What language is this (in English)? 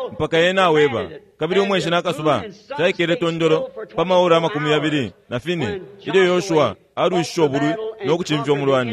Bemba